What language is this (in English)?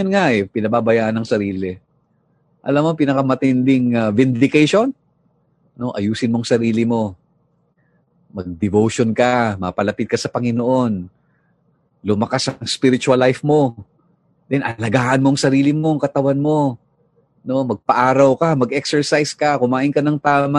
Filipino